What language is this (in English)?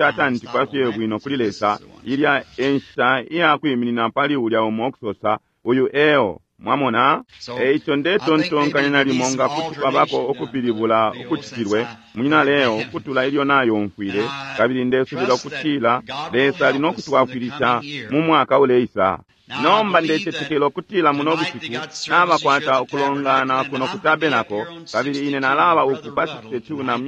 Bemba